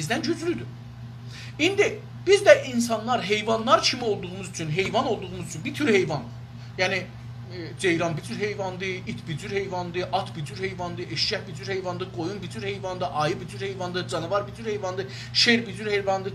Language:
South Azerbaijani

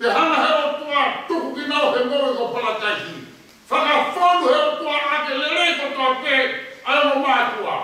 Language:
Tongan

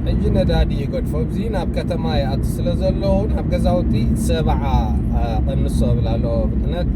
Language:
Tigrinya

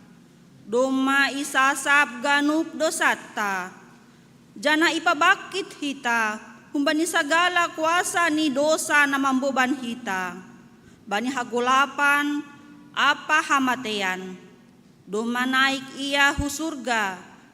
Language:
Batak Simalungun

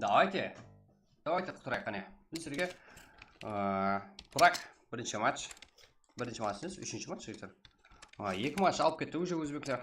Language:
Kara-Kalpak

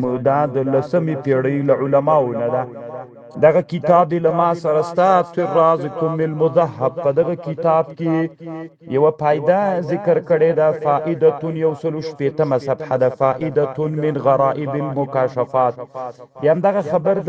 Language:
Pashto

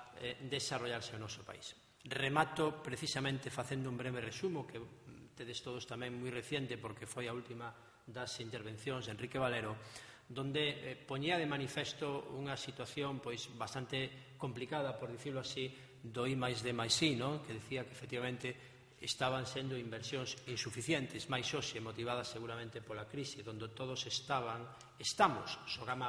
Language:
Galician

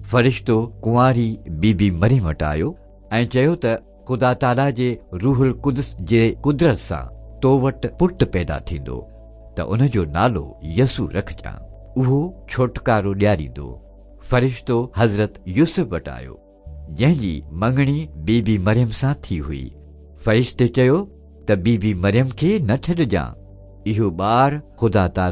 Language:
Sindhi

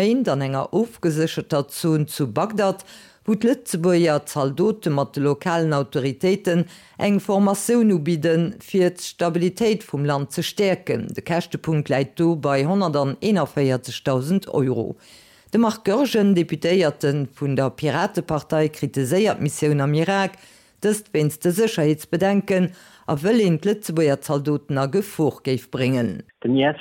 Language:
Luxembourgish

